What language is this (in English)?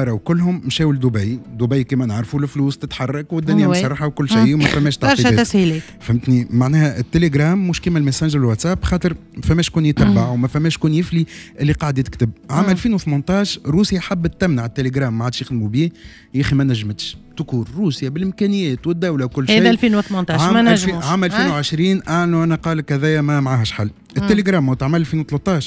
Tunisian Arabic